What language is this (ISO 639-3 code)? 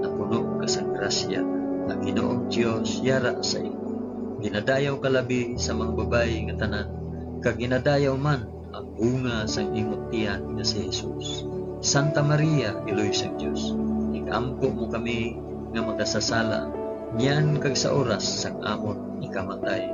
hil